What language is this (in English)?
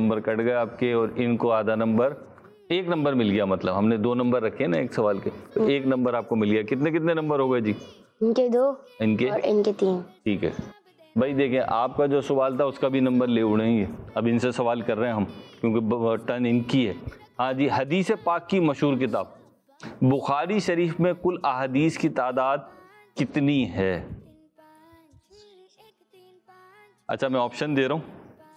Urdu